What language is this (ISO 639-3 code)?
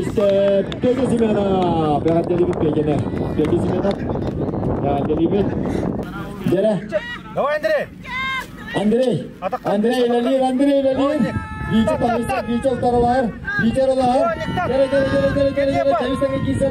sah